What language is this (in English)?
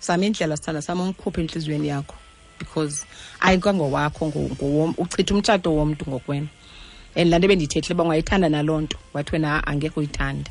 Xhosa